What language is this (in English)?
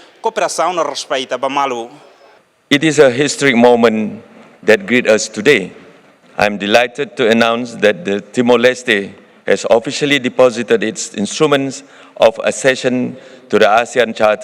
Tetum